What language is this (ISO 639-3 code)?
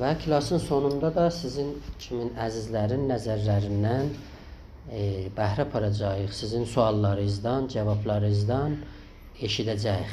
azb